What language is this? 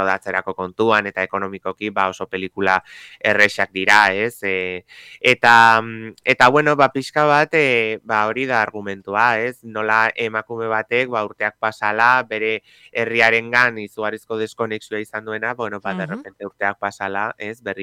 Basque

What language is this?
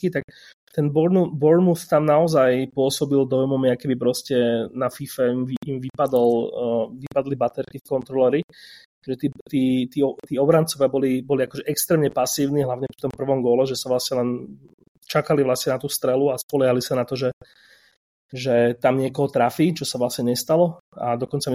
Slovak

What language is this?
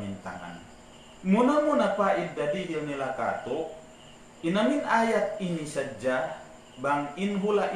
Tausug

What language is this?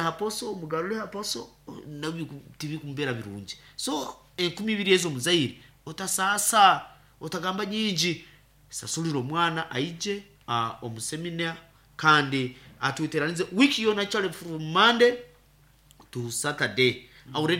Nyankole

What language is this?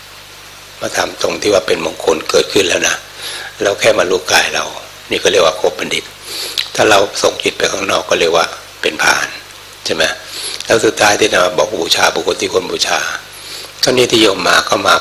Thai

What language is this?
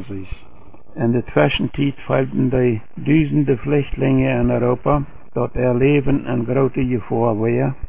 Plautdietsch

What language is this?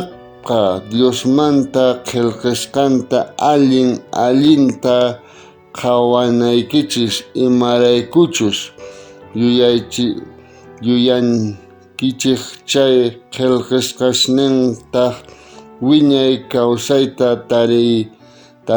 South Bolivian Quechua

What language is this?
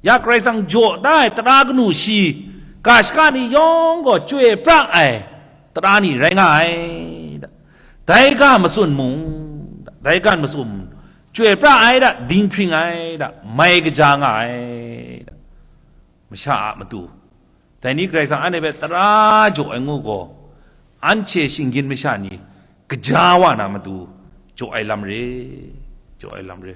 Kachin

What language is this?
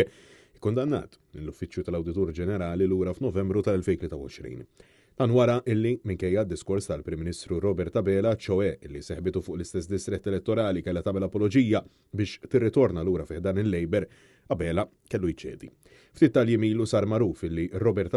Maltese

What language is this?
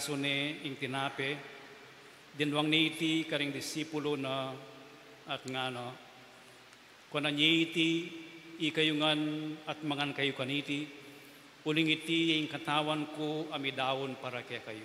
Pampanga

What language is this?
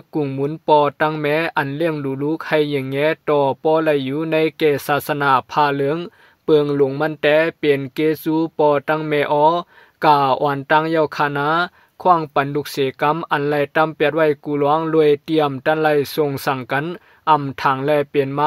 Shan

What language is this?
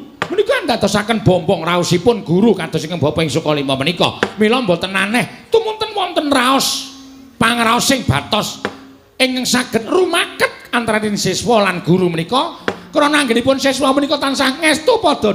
Javanese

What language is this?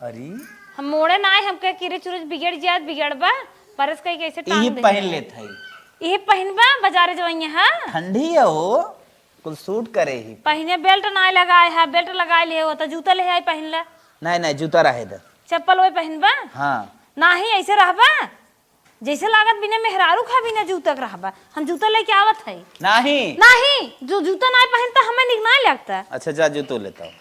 Awadhi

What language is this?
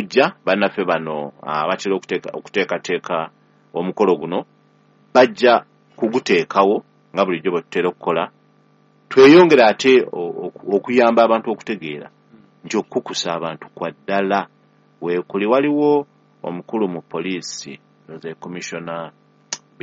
Ganda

